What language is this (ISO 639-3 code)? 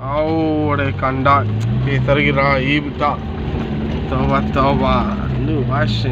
bal